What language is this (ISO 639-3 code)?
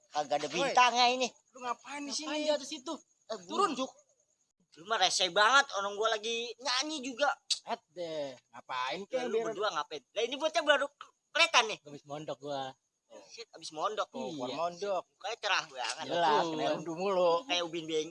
bew